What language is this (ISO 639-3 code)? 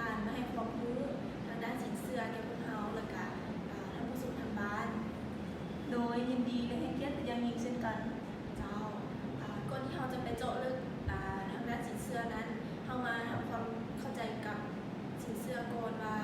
lao